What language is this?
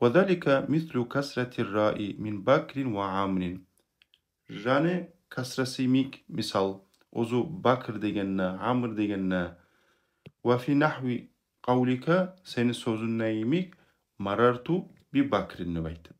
Kumyk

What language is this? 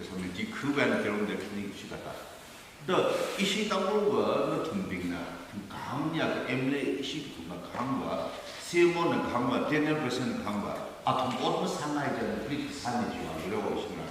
Tangkhul Naga (India)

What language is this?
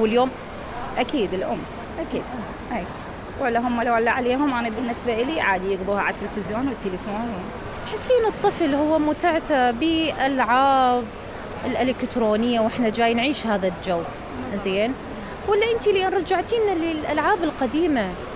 Mesopotamian Arabic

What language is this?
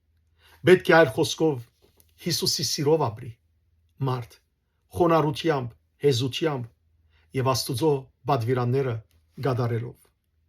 Western Armenian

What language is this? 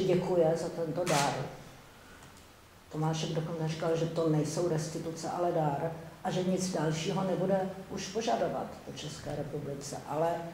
Czech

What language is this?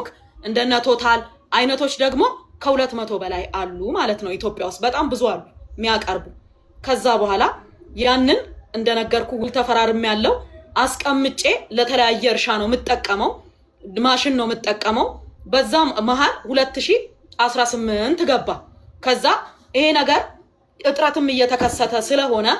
Amharic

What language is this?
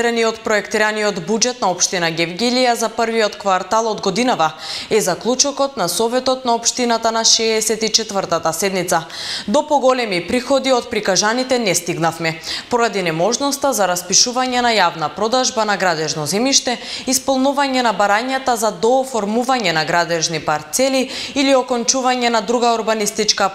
Macedonian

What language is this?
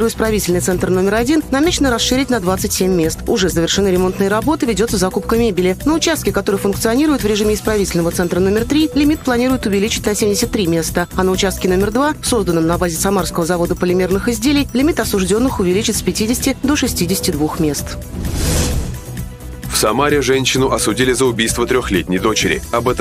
Russian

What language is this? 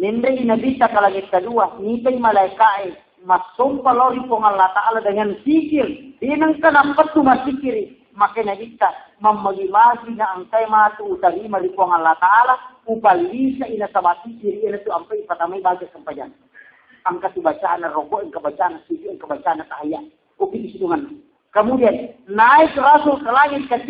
Buginese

